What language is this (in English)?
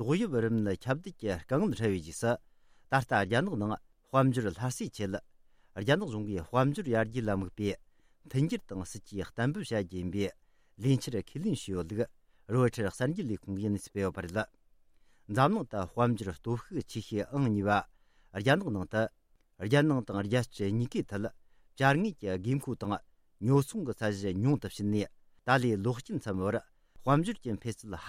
Tibetan